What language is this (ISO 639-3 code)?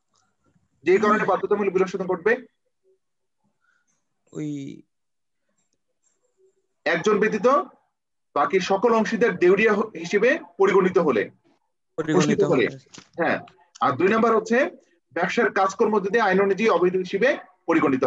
ben